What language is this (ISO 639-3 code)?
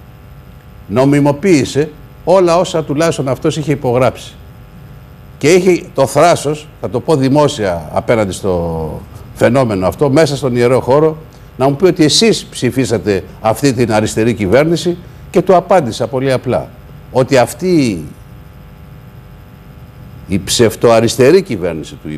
ell